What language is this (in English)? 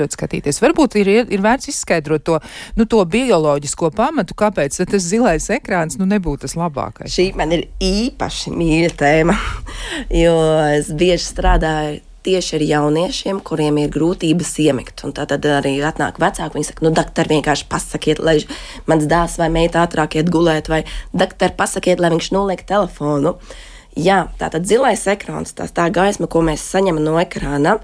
Latvian